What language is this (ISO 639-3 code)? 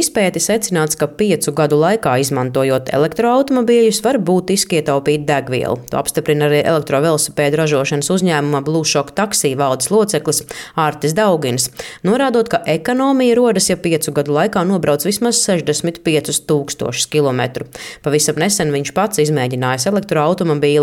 lav